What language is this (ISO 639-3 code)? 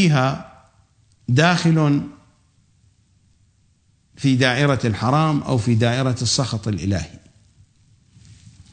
ara